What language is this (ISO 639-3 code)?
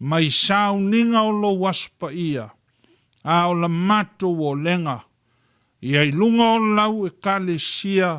smo